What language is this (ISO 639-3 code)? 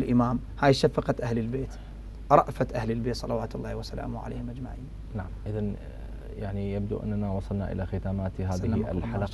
acm